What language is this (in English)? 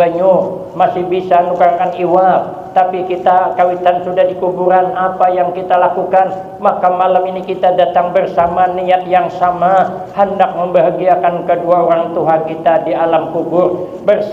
Banjar